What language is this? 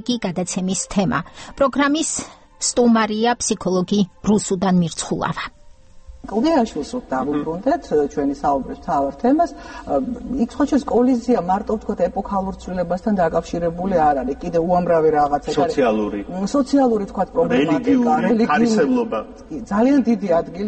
Georgian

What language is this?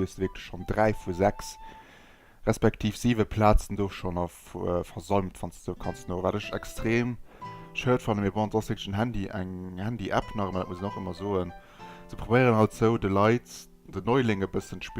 Luxembourgish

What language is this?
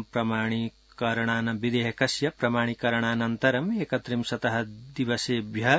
Sanskrit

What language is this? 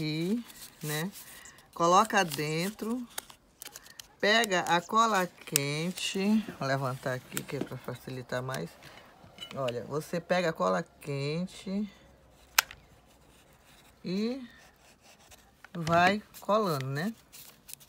Portuguese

